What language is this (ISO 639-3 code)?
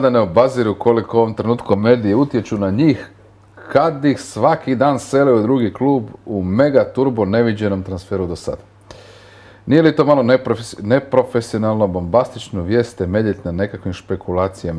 hrv